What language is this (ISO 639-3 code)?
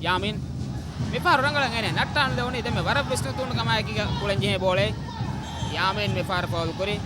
div